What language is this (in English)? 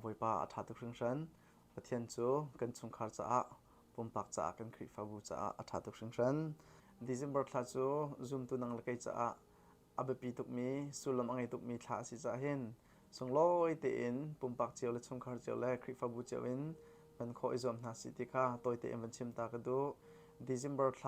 Hakha Chin